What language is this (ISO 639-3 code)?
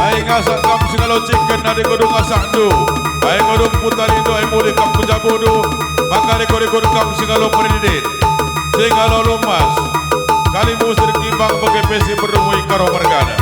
btx